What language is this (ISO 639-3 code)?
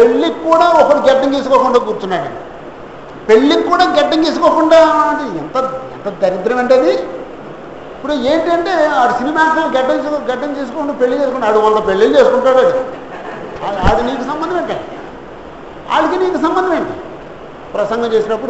tel